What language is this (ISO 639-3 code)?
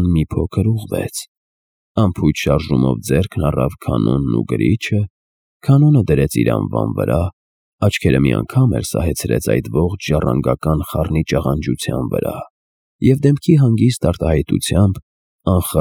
hye